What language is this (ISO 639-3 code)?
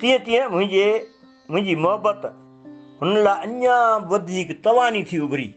snd